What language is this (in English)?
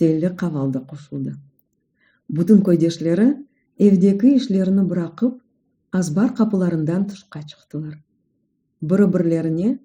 Crimean Tatar